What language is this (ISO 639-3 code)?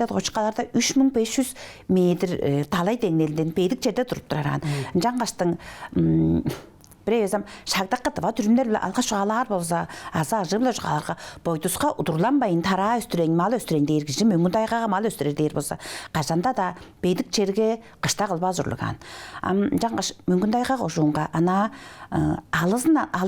tyv